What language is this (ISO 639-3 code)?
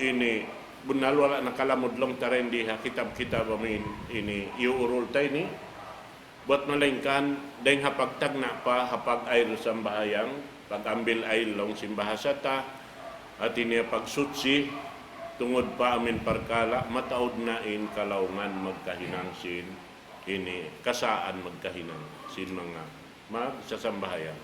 tsg